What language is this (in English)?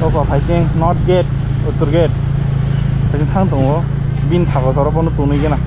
Kok Borok